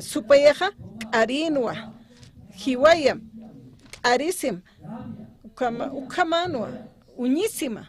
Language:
Aymara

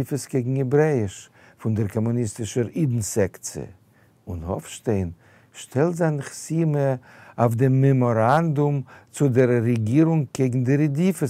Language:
Yiddish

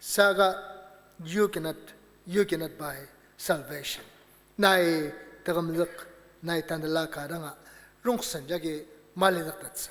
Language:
Ao Naga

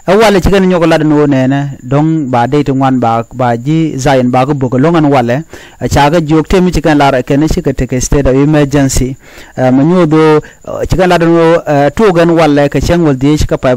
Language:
Nuer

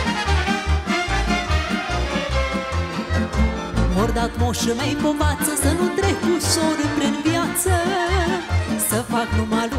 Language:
Romanian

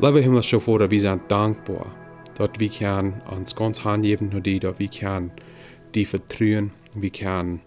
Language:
Plautdietsch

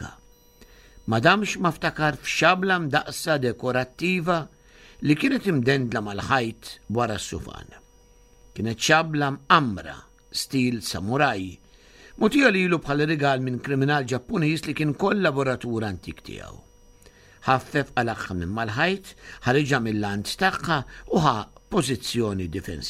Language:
Maltese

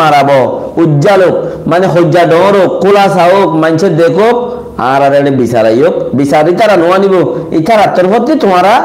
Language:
Rohingya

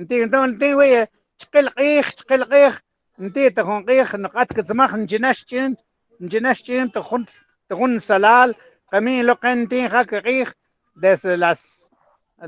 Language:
Mam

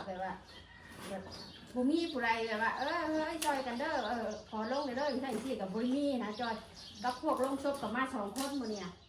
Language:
Northeastern Thai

